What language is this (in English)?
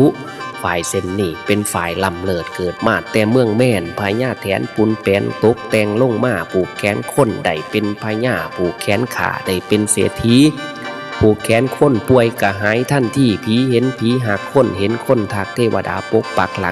Northeastern Thai